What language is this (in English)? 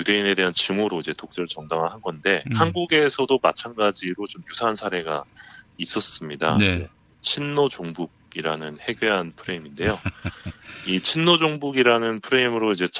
Korean